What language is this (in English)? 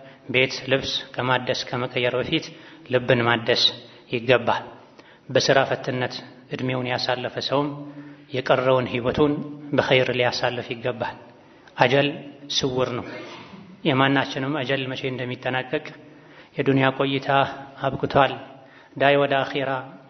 Amharic